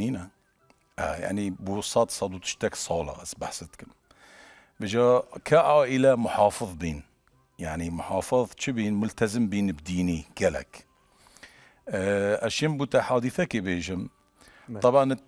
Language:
Kurdish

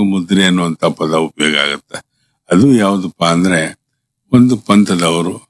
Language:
Kannada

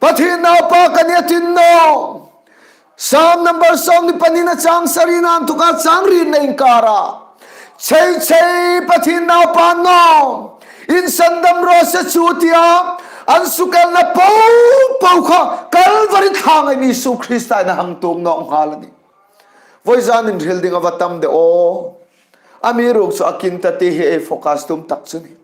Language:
Hmar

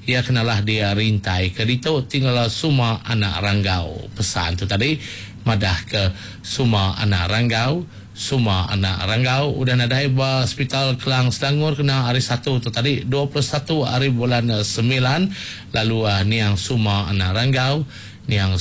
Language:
Iban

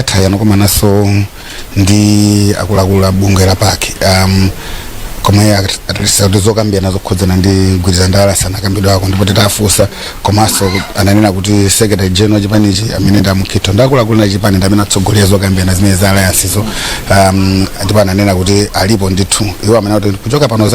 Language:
Nyanja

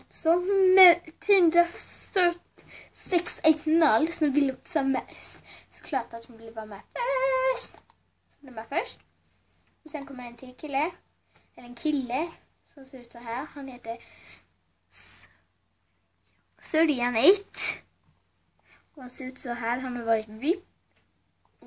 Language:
Swedish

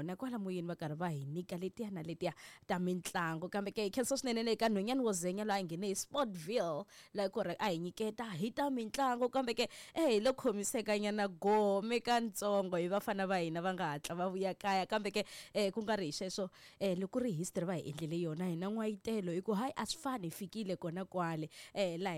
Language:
Tsonga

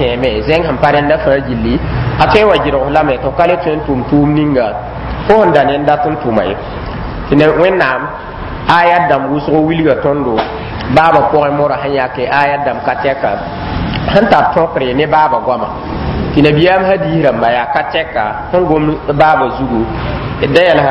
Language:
Mossi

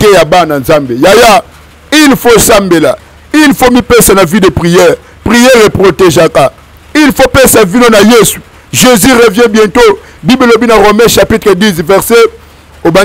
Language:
Lingala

